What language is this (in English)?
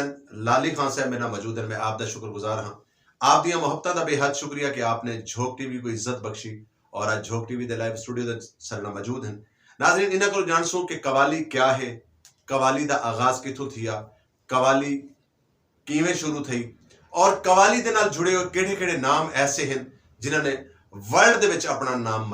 Saraiki